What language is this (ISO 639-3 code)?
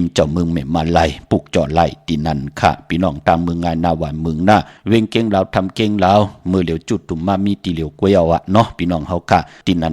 shn